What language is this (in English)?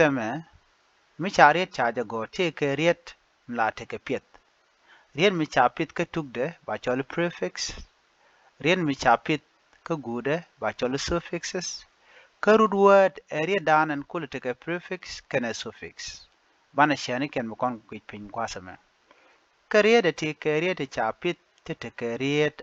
Nuer